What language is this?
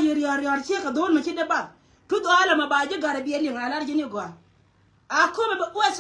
Nuer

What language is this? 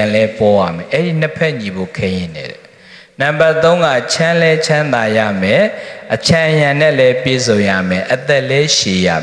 Burmese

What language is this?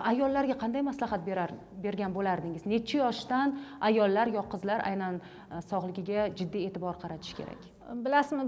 Uzbek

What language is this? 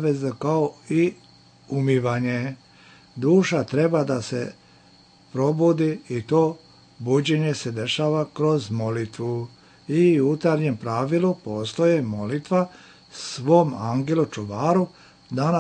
Serbian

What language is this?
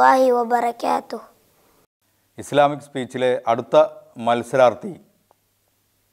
Malayalam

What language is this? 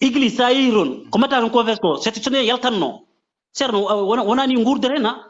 Fula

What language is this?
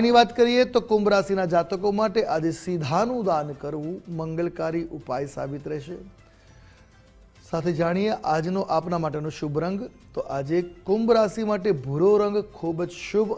Gujarati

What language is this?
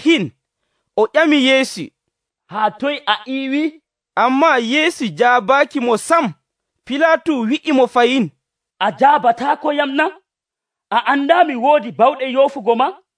Nigerian Fulfulde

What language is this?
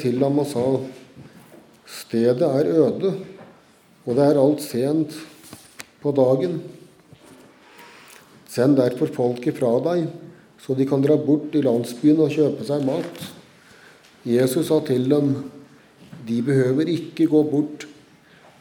Norwegian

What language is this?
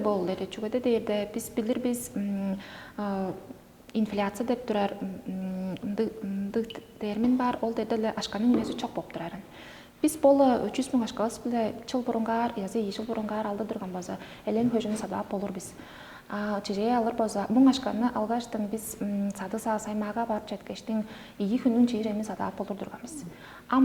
Tuvinian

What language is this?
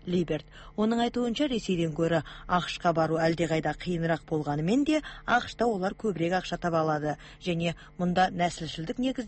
Kazakh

